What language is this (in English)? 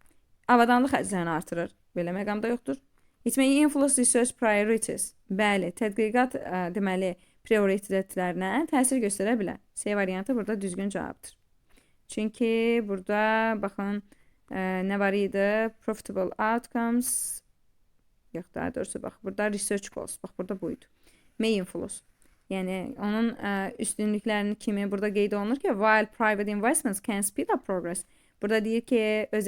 Azerbaijani